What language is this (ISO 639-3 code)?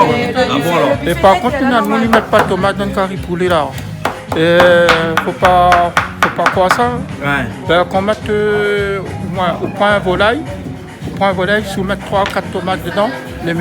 rcf